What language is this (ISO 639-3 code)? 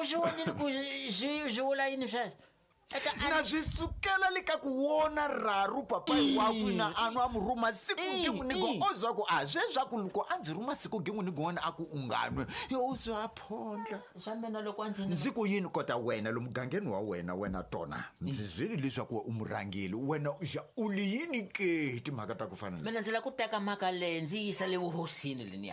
tso